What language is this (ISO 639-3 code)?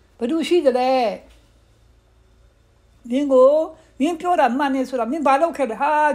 mya